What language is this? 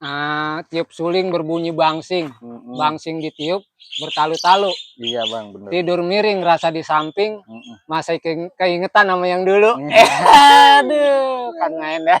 Betawi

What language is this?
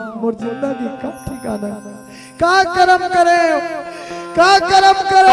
Chhattisgarhi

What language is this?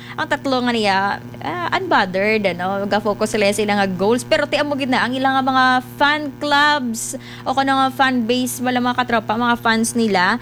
Hiligaynon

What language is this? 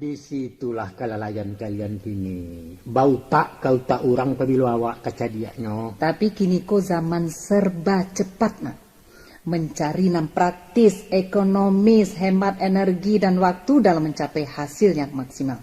Minangkabau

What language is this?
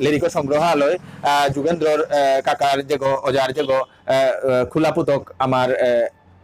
Bishnupriya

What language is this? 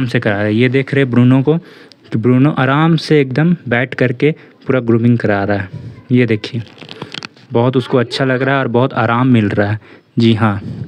Hindi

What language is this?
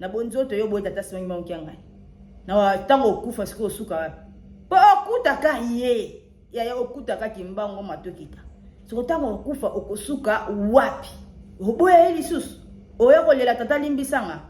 Lingala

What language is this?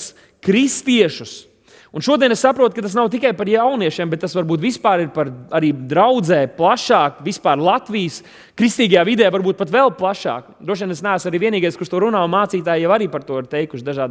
Latvian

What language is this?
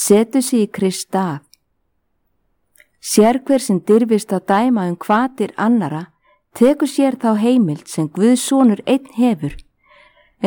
Icelandic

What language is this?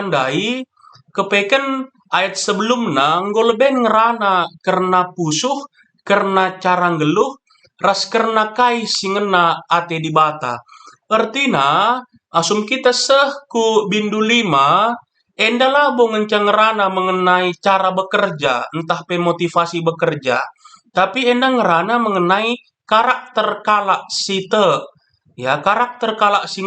Batak Karo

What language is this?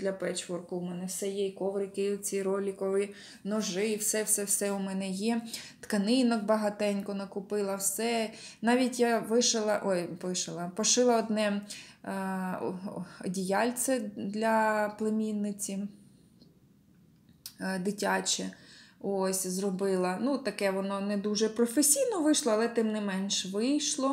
Ukrainian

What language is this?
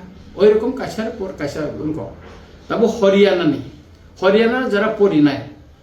Kok Borok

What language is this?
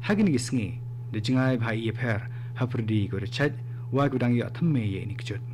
Khasi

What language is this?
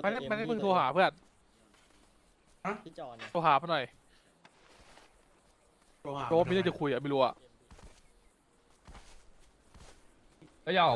Thai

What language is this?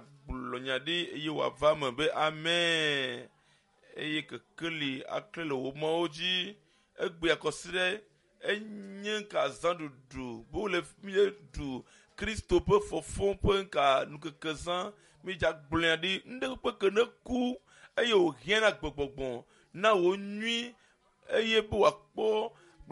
Ewe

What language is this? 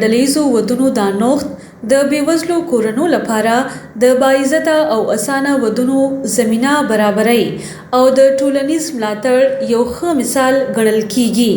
Pashto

